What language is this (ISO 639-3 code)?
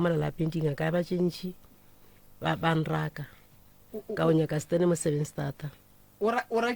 nso